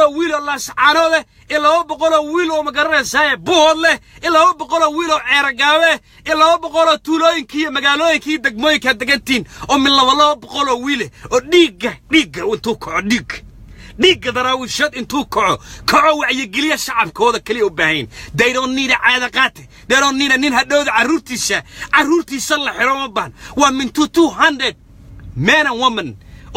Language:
Somali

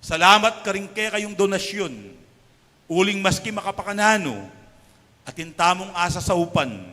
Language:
Pampanga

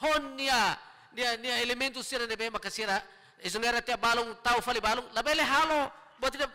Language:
Tetum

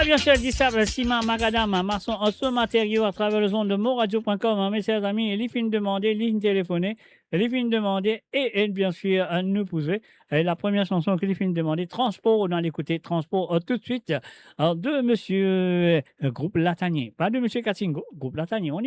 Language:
Morisyen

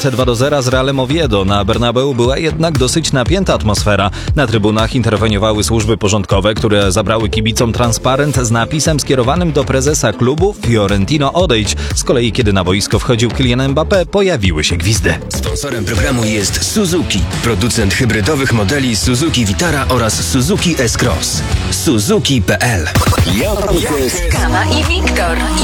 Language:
Polish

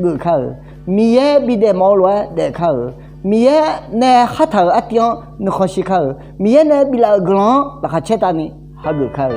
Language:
Akha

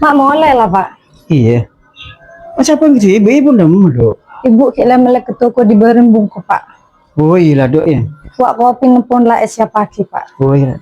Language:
Madurese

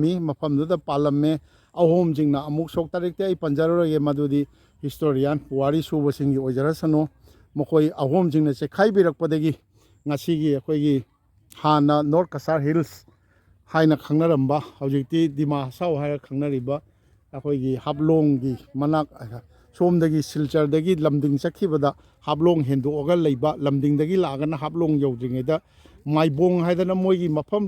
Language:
Manipuri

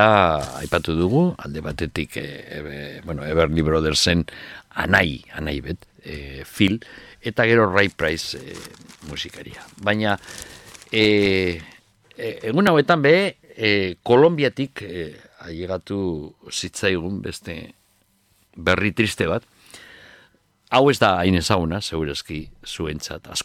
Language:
Basque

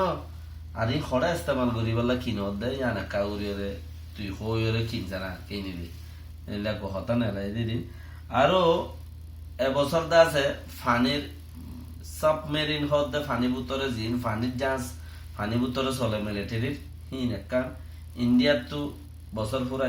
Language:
Rohingya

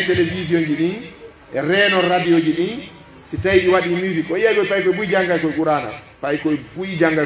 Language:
Pular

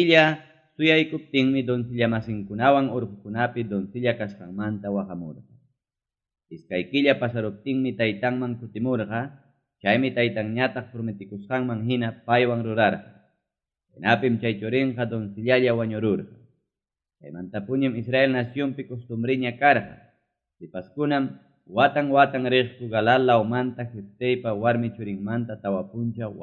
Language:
Ayacucho Quechua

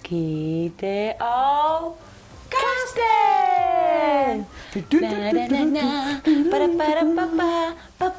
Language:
Kalaallisut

